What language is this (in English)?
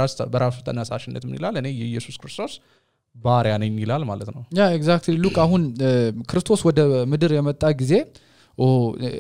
Amharic